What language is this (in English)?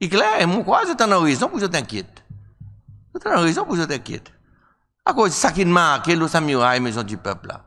Seselwa Creole French